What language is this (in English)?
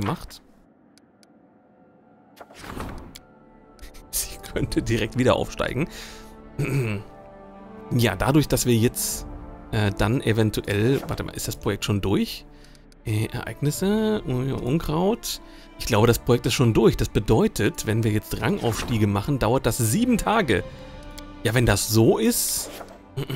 German